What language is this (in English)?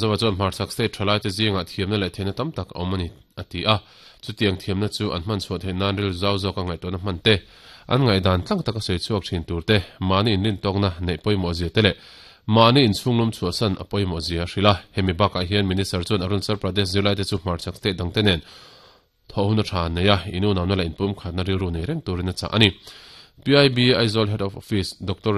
Mizo